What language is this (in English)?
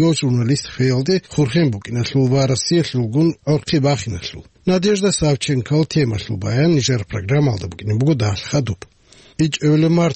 Avaric